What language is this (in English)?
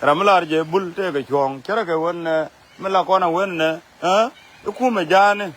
Nuer